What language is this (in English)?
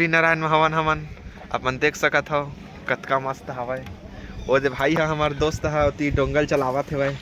Chhattisgarhi